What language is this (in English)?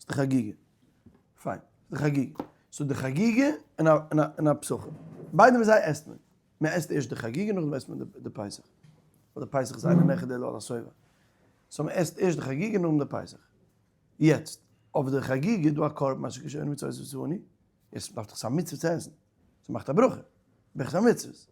Yiddish